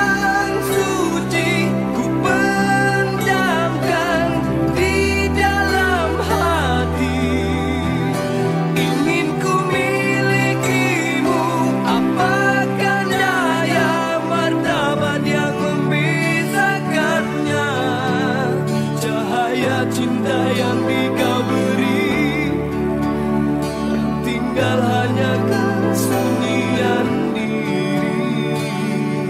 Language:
Malay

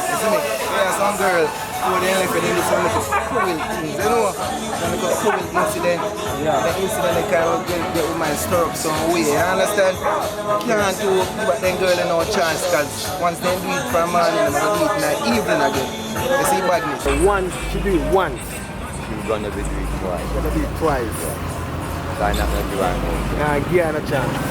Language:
Jamaican Creole English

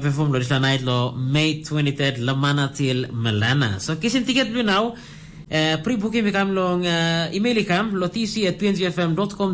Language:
Tok Pisin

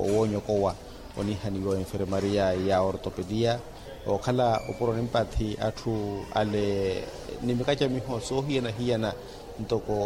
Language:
Makhuwa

